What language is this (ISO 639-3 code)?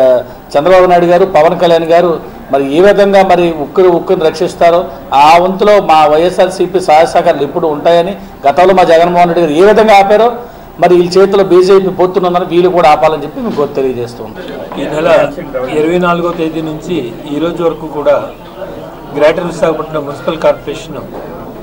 tel